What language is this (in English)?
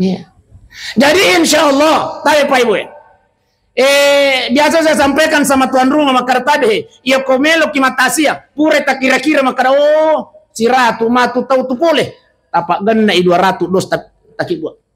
Buginese